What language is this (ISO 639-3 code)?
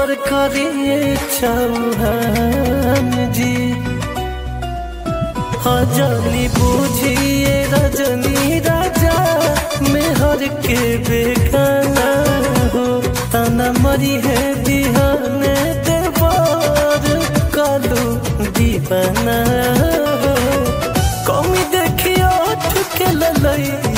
bho